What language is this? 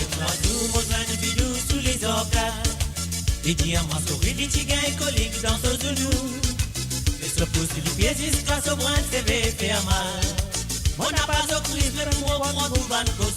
Morisyen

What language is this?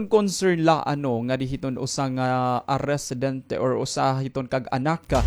Waray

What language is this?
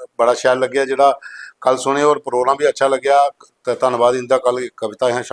Dogri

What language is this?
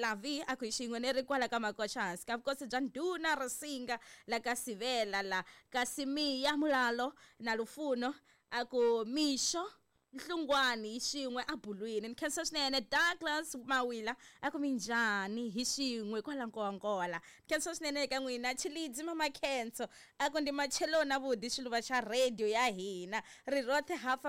Tsonga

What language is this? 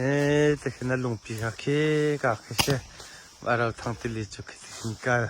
Hakha Chin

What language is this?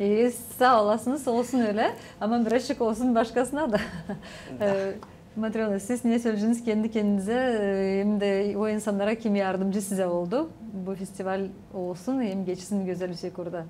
Gagauz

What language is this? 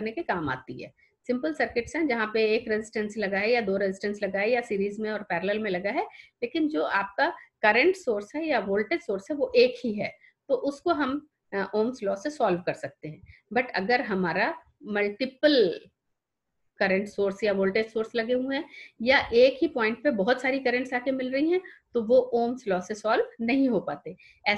Hindi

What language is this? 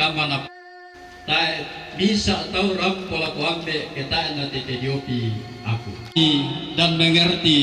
Toraja-Sa'dan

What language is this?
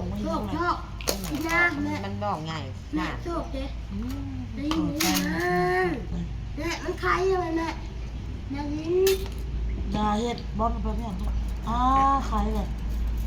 Northeastern Thai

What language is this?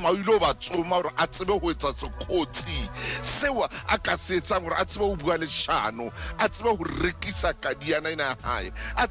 Southern Sotho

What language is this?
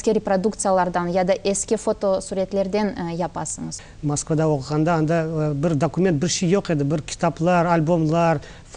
Crimean Tatar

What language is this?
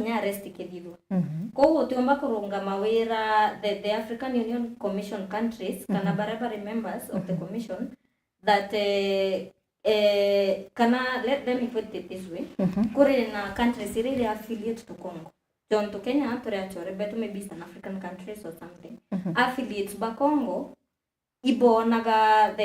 Meru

